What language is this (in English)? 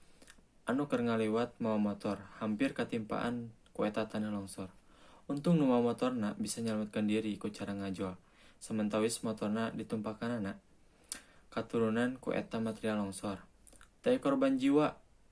Sundanese